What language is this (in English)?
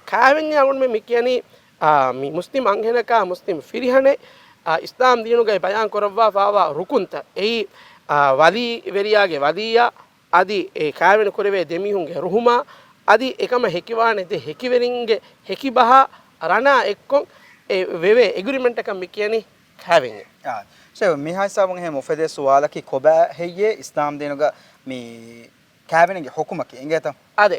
Divehi